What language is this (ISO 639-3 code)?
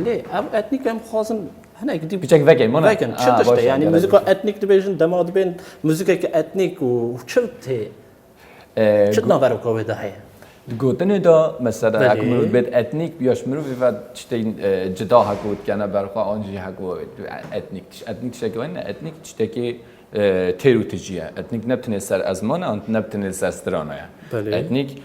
kur